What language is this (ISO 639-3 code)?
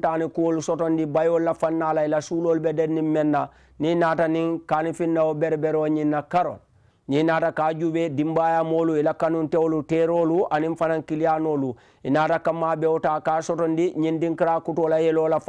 man